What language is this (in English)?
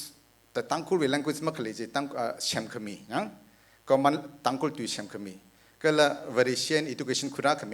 Tangkhul Naga (India)